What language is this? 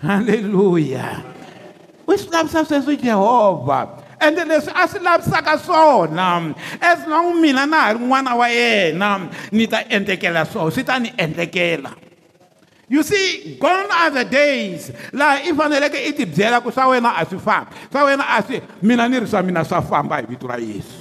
Tsonga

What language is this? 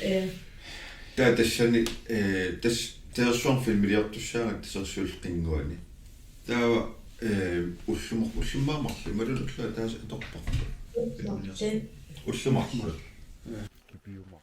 Kalaallisut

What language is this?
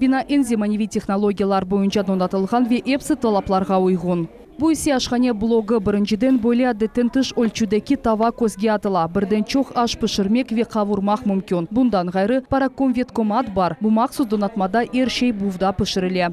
Crimean Tatar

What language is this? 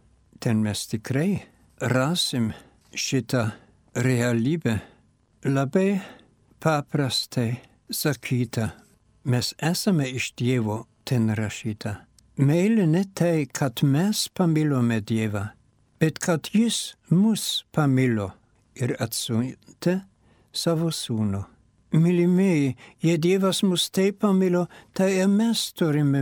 Lithuanian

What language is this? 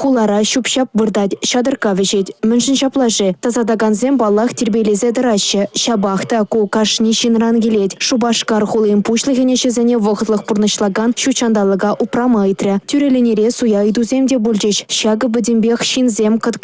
Chuvash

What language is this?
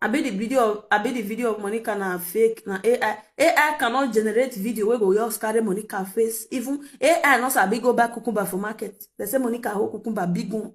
Nigerian Pidgin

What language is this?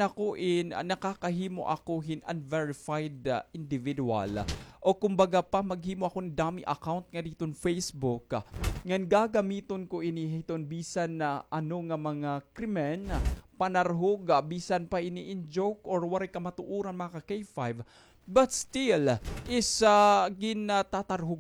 Waray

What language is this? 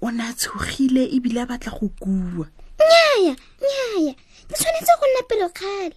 Tswana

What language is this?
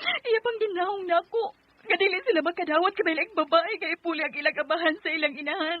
Cebuano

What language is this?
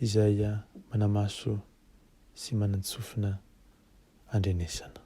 Malagasy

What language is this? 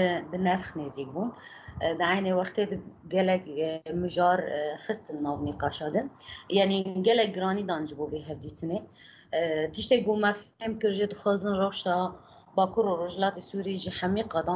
Kurdish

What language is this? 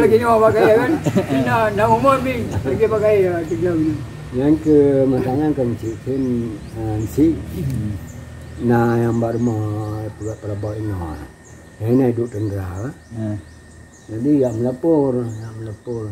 Achinese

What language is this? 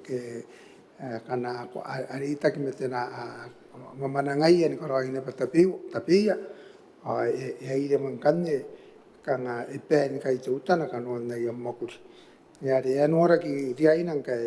Gilbertese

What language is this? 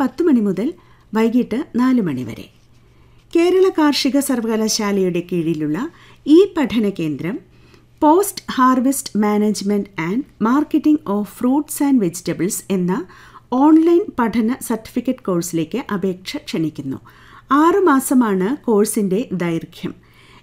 Malayalam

